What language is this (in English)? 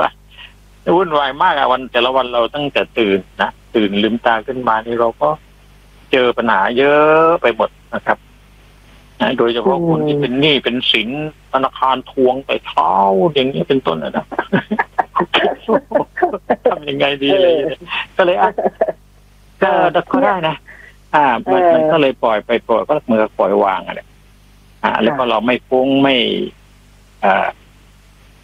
Thai